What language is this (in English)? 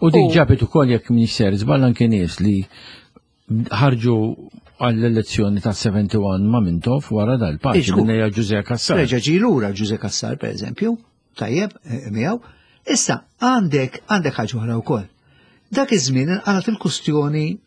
Maltese